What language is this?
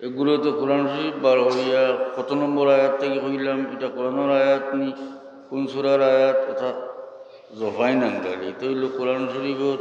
Sylheti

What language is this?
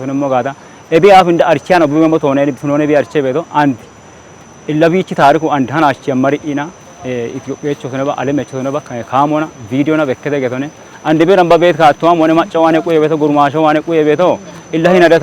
Kafa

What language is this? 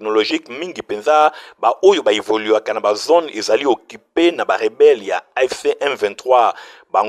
Lingala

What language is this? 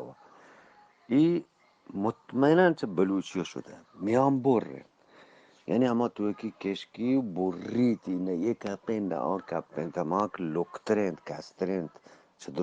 Eastern Balochi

